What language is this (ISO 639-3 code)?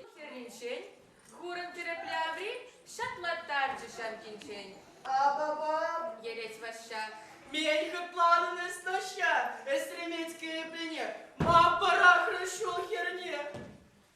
chv